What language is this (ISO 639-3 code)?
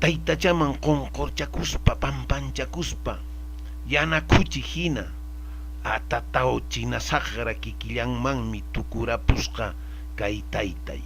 que